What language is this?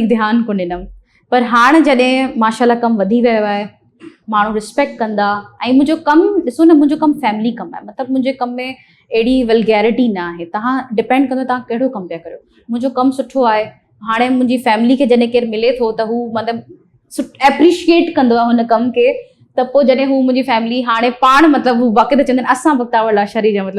Sindhi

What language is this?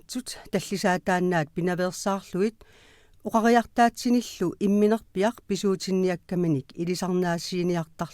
Kalaallisut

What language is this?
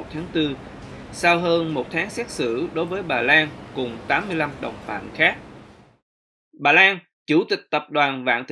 Vietnamese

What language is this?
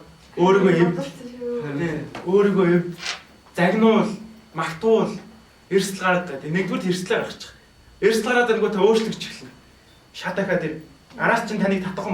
Mongolian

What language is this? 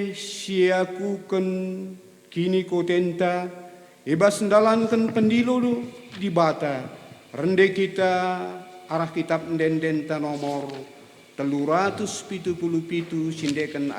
Batak Karo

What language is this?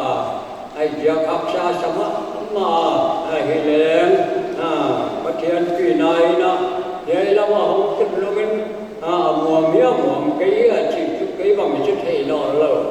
Paite Chin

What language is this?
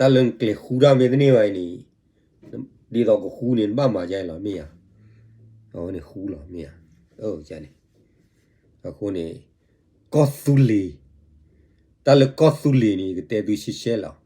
S'gaw Karen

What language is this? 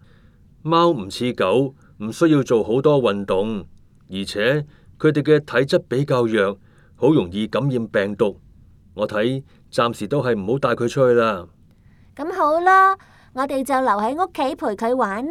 Cantonese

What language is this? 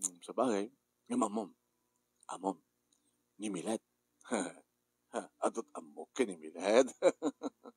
Iloko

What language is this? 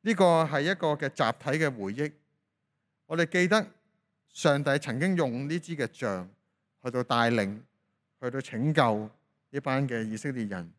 Cantonese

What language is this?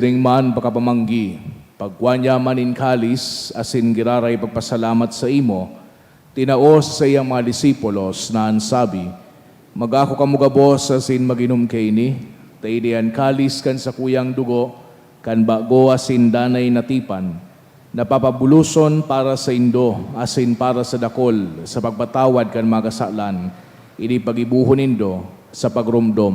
Bikol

